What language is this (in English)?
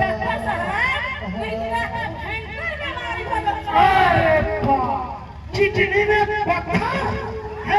Maithili